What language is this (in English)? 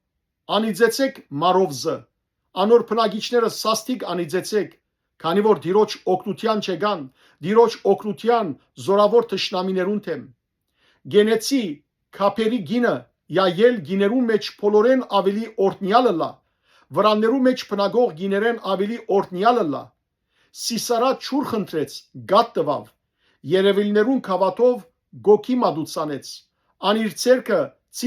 Western Armenian